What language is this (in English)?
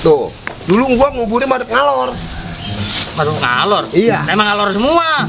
Betawi